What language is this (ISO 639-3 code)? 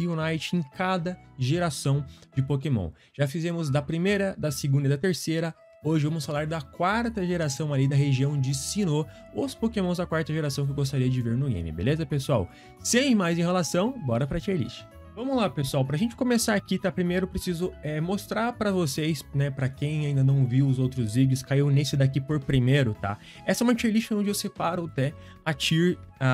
por